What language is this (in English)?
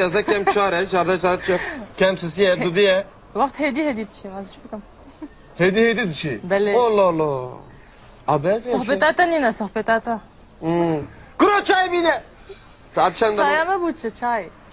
Kurdish